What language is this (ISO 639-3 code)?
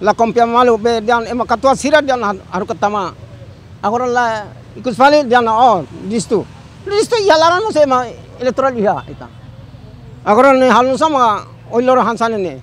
tet